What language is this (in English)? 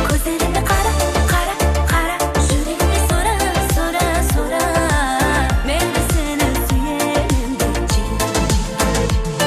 Kara-Kalpak